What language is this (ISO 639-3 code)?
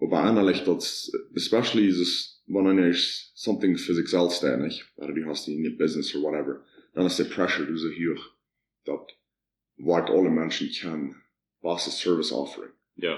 pdt